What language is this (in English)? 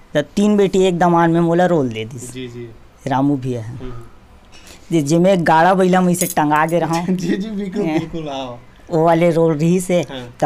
Chhattisgarhi